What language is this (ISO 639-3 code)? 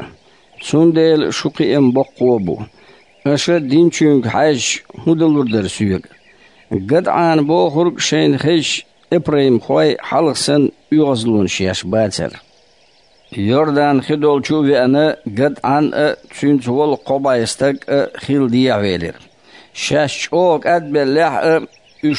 che